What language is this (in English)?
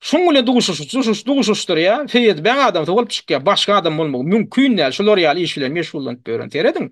Turkmen